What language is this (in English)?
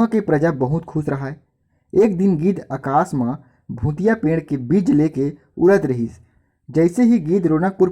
Chhattisgarhi